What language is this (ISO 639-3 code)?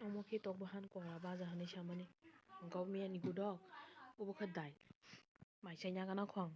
trp